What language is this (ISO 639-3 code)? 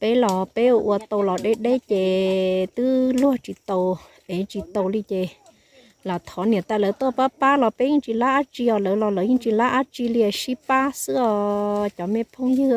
hmn